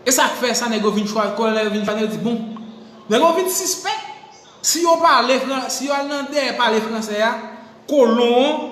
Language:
Haitian Creole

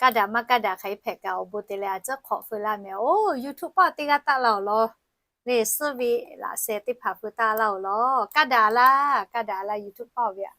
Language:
Lahu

